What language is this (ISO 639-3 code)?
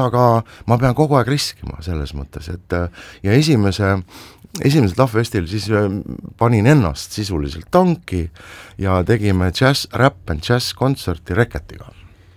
est